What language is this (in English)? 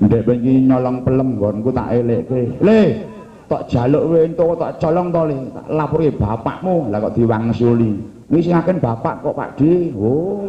Javanese